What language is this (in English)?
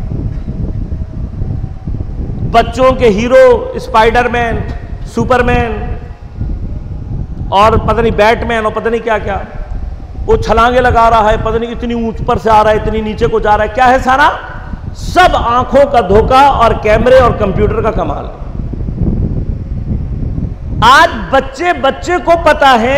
Urdu